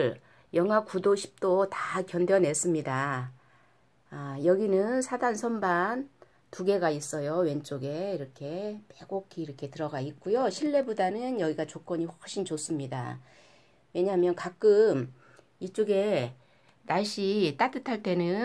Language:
Korean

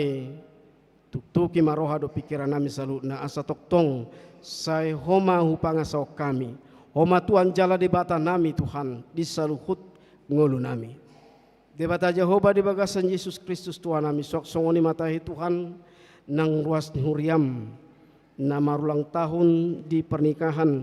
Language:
Batak Toba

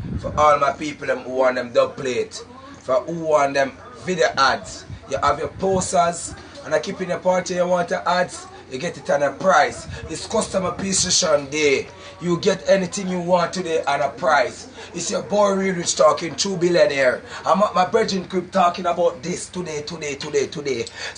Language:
Jamaican Creole English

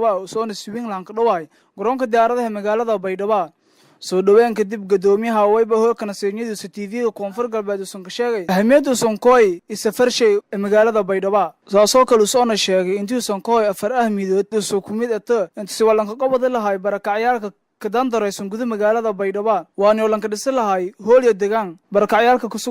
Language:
Somali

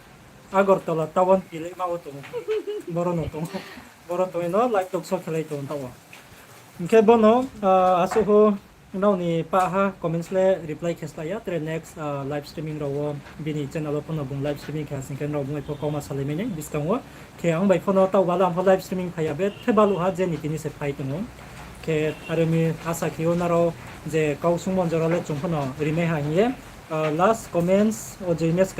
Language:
Riang (India)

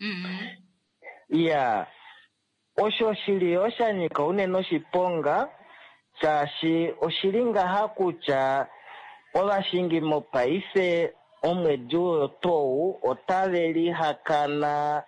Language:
Kuanyama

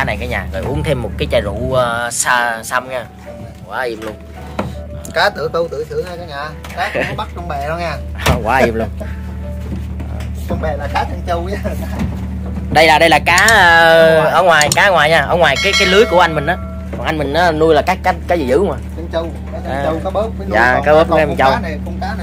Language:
Vietnamese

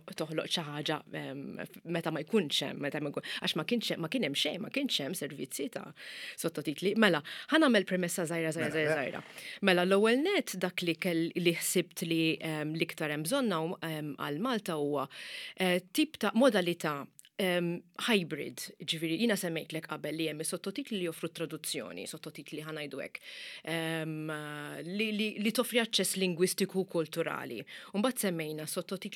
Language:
Maltese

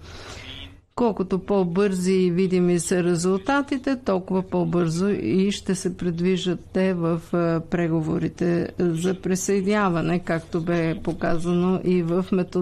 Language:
Bulgarian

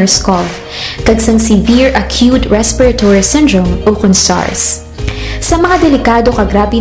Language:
Hiligaynon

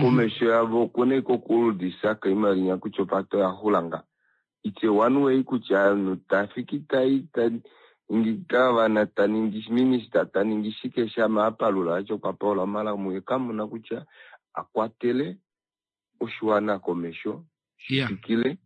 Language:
Kuanyama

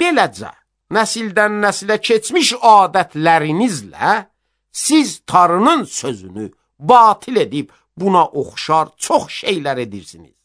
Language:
Azerbaijani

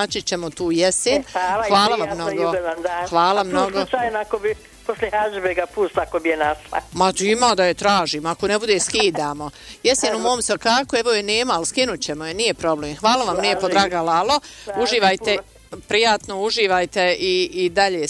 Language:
Bosnian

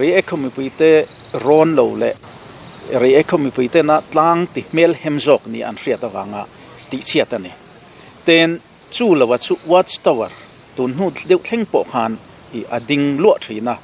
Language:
Mizo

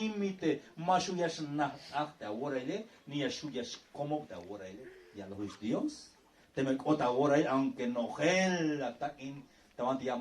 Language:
Tzeltal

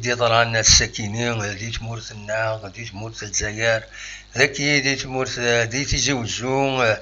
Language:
Kabyle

